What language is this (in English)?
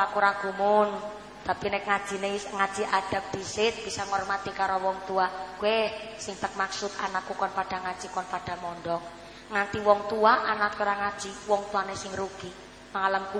Javanese